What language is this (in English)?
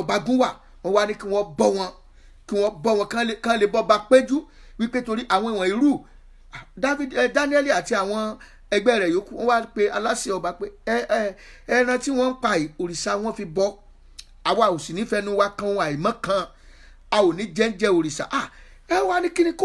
Yoruba